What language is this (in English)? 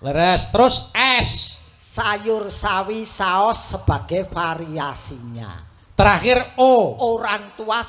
Javanese